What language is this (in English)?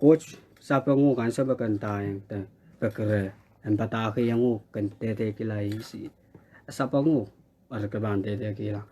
Pohnpeian